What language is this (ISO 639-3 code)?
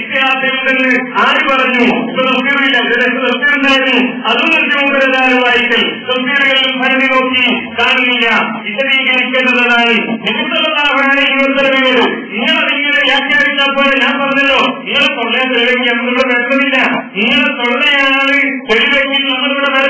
mal